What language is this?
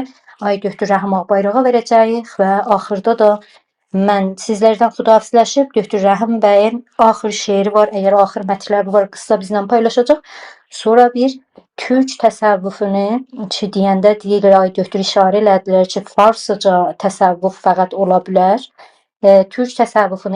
South Azerbaijani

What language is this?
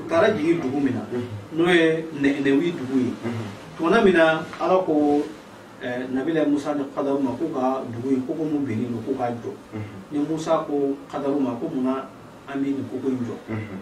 Bambara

